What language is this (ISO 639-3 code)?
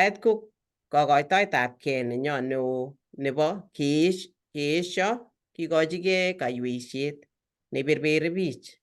kln